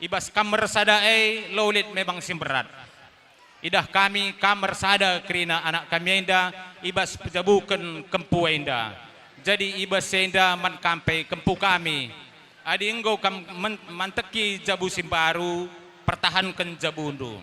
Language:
Batak Karo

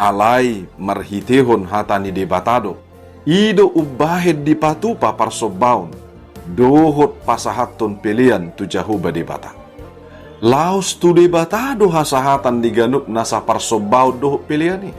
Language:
Batak Toba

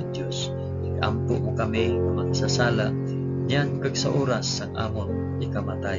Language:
Hiligaynon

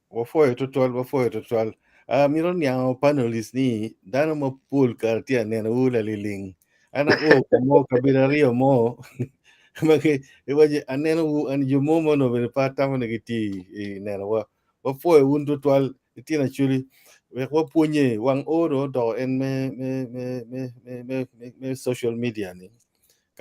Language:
Acoli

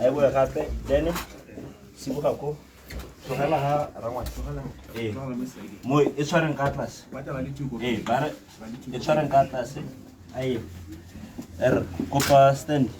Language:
Tswana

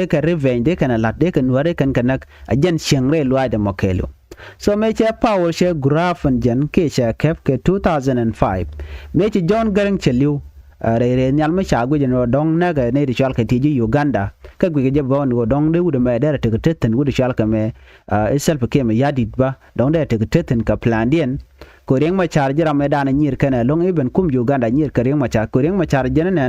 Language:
Nuer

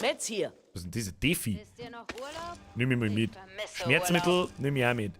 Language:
Bavarian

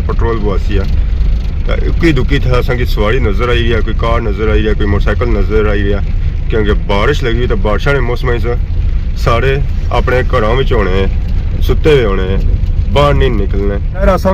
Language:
Pahari-Potwari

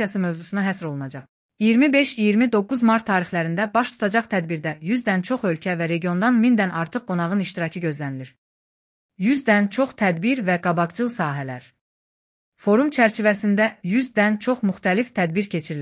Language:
Azerbaijani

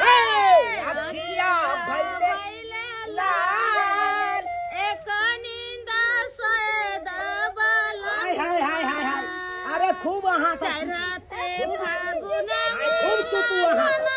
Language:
Maithili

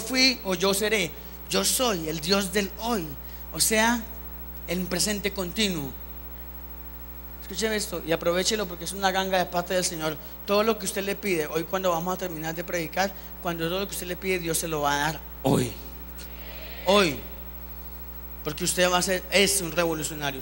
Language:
Spanish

